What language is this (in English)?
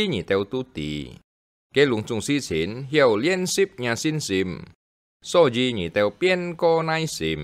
Hakka Chinese